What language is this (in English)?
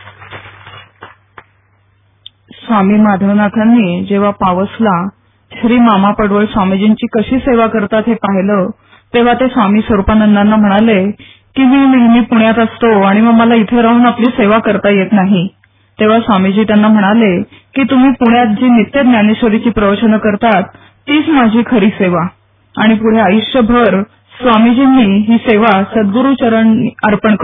Marathi